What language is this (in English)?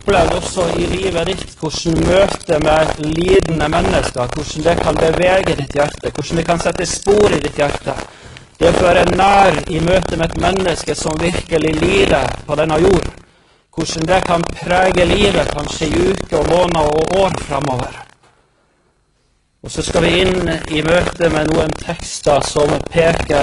Norwegian